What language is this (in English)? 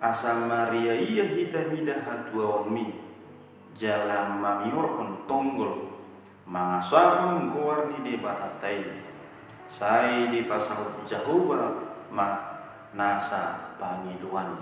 Batak Toba